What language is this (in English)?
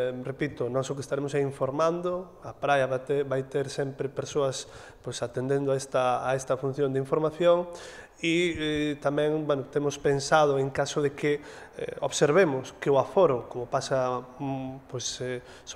Galician